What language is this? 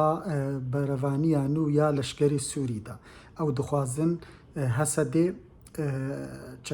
Kurdish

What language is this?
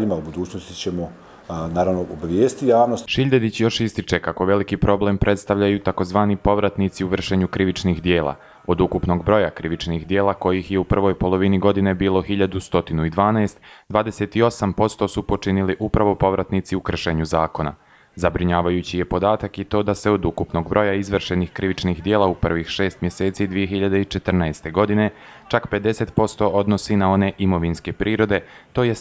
Bosnian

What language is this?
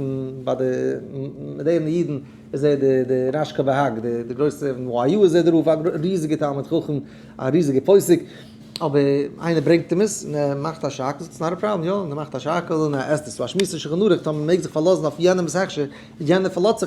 Yiddish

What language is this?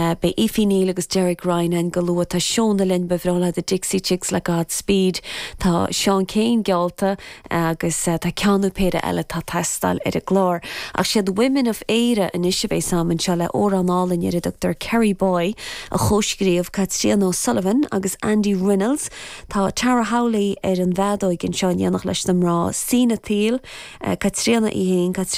Irish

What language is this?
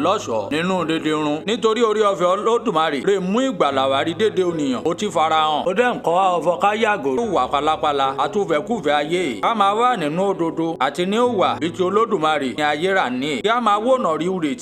Yoruba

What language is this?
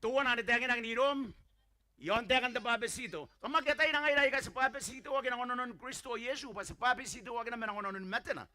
Gilbertese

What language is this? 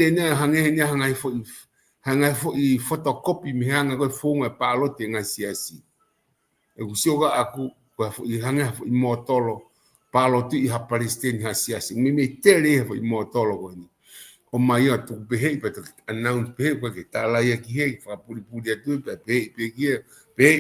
Tongan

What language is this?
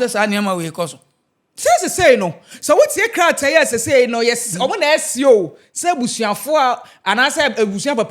Akan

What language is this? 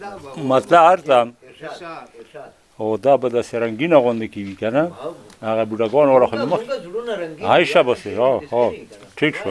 Pashto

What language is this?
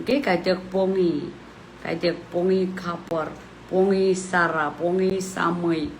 Pohnpeian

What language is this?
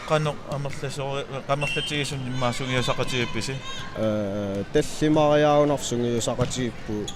Kalaallisut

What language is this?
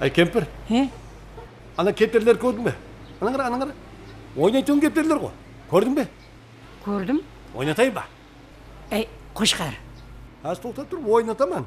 Kara-Kalpak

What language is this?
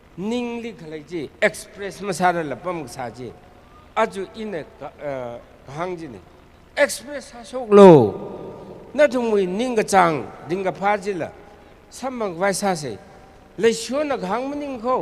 Tangkhul Naga (India)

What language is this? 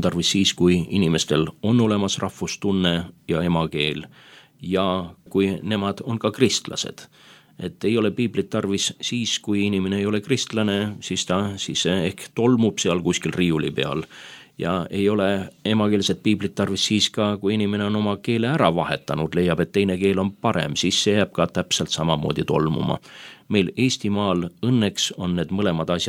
Estonian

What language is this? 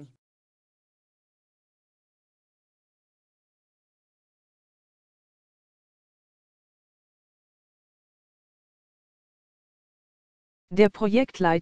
Romanian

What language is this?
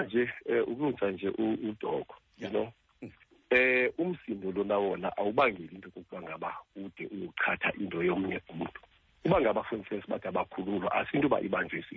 Xhosa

